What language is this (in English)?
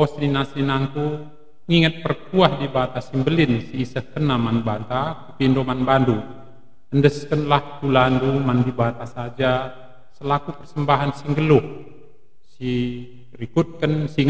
Batak Karo